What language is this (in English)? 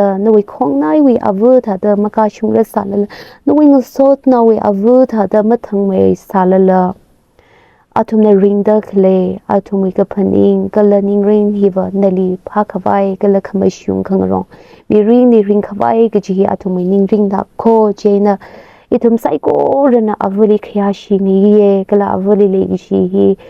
Tangkhul Naga (India)